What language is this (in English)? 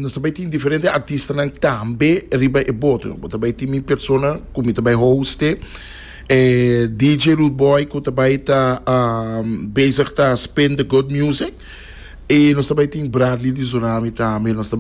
Papiamento